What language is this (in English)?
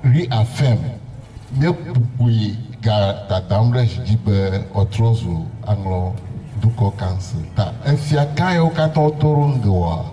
Ewe